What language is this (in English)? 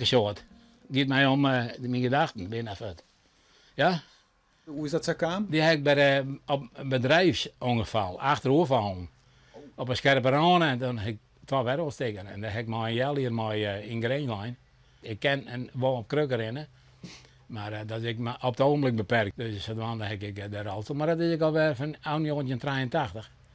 Western Frisian